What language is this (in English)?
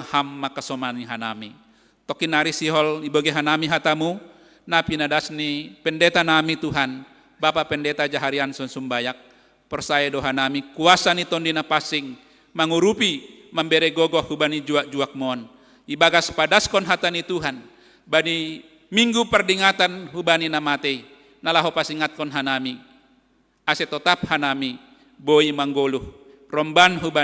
Batak Simalungun